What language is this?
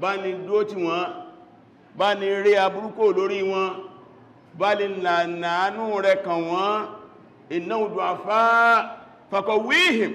Yoruba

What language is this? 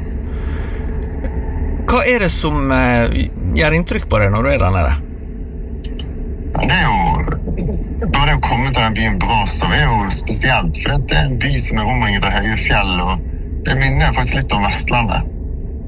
Norwegian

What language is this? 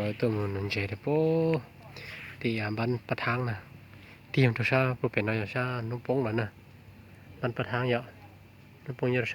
Hmong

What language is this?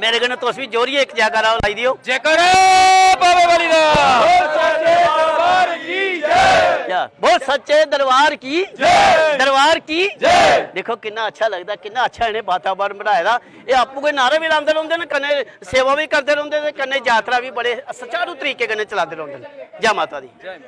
Dogri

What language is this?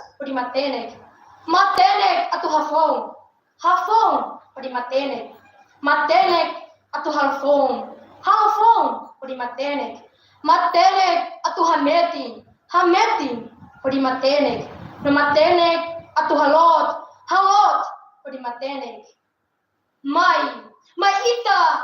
Tetum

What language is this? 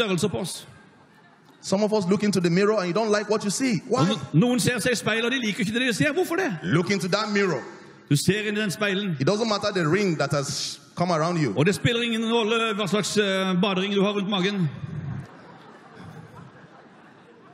Norwegian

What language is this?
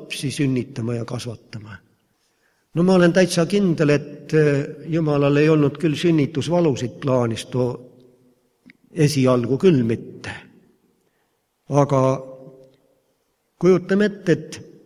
Estonian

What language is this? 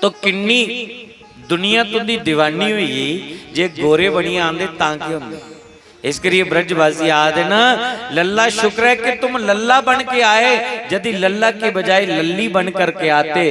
Dogri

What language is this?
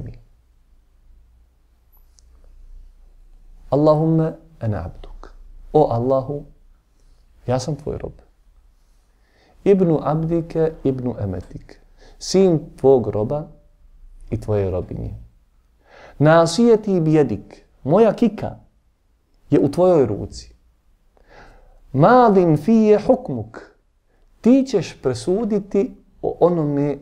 Bosnian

